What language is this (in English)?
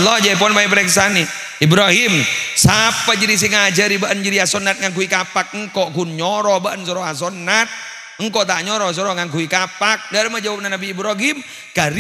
Madurese